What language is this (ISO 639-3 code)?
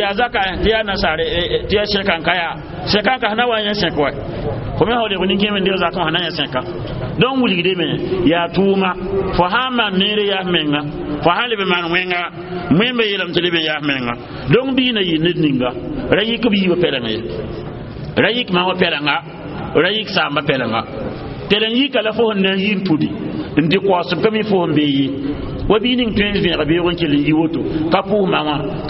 mos